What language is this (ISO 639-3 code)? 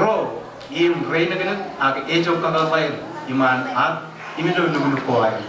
mah